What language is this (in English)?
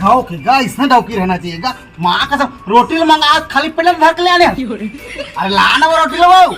Chhattisgarhi